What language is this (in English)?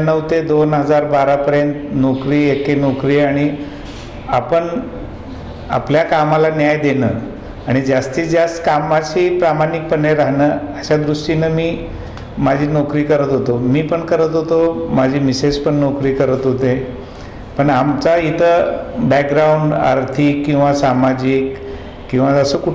Marathi